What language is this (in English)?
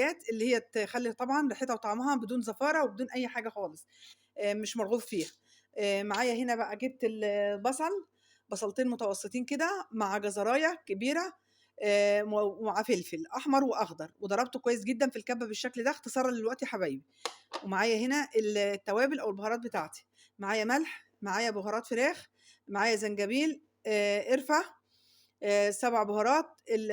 Egyptian Arabic